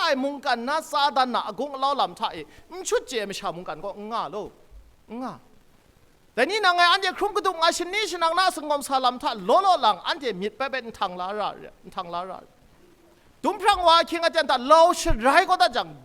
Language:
Kachin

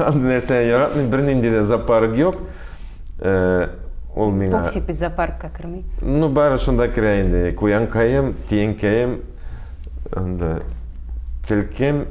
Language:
Tatar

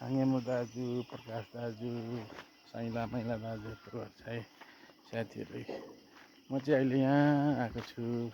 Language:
Nepali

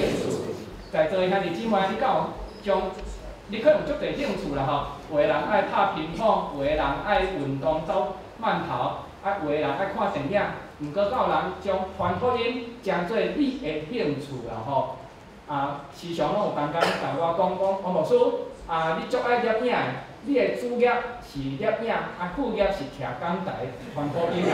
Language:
Min Nan Chinese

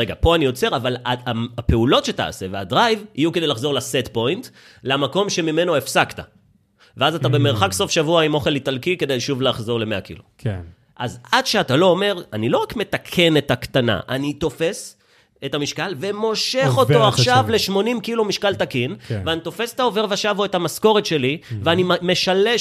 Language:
Hebrew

